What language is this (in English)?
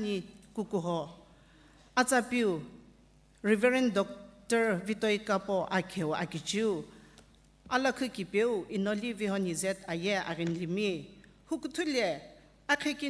Sumi Naga